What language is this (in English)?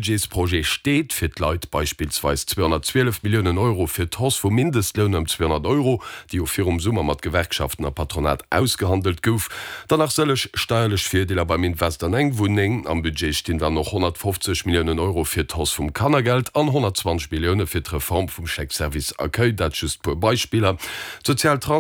Luxembourgish